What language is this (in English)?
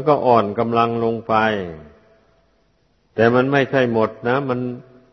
Thai